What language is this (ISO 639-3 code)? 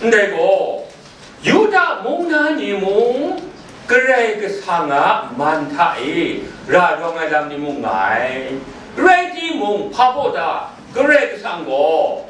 kac